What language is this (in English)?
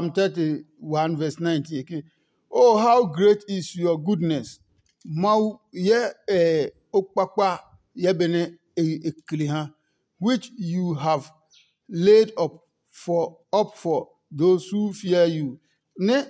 Adangme